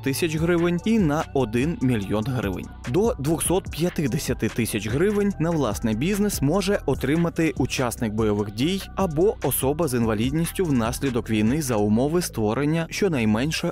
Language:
Ukrainian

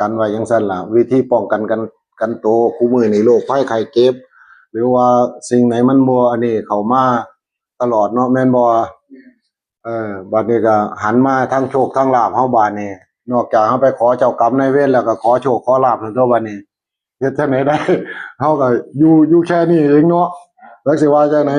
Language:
Northeastern Thai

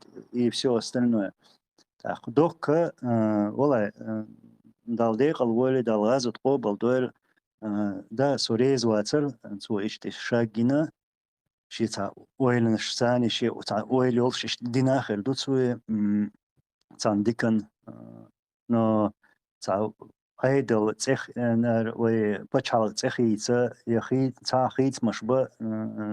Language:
Chechen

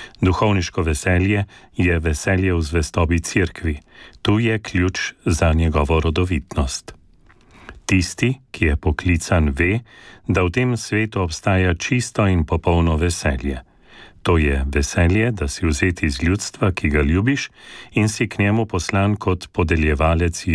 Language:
Slovenian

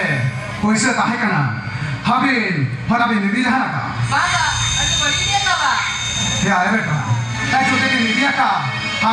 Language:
Santali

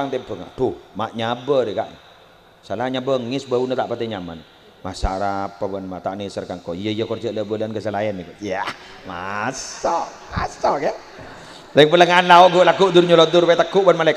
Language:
Madurese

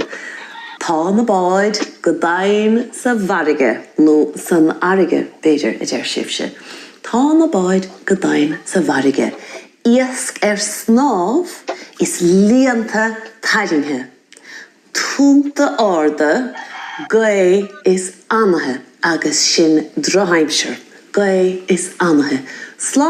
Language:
Irish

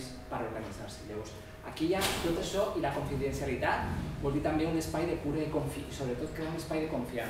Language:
Catalan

